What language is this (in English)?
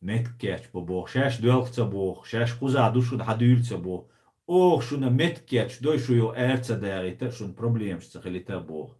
Chechen